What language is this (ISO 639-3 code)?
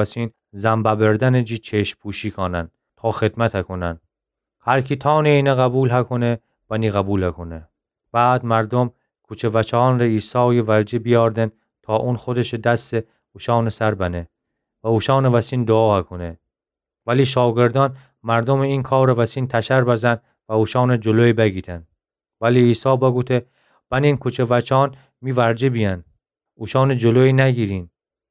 glk